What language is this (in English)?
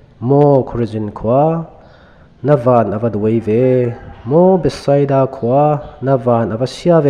Falam Chin